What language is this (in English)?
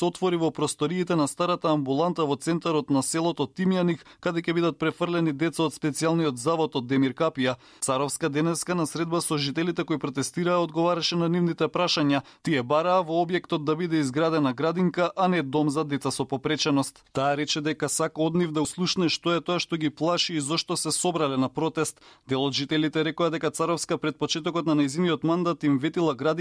Macedonian